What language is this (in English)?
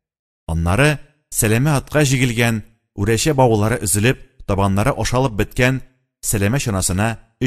Tatar